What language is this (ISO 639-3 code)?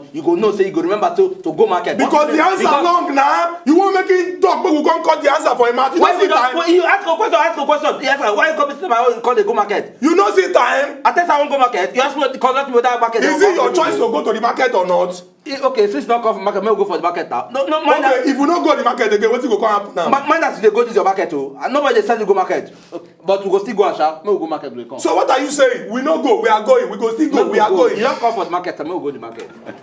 pcm